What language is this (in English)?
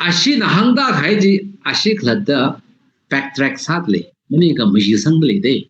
Tangkhul Naga (India)